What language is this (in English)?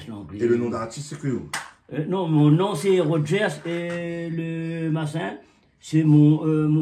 Réunion Creole French